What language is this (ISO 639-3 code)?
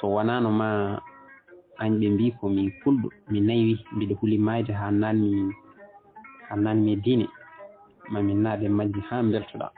ful